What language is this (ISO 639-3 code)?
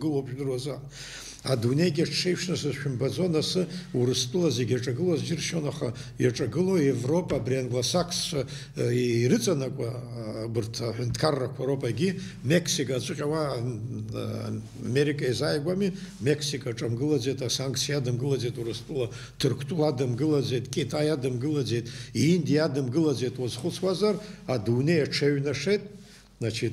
abk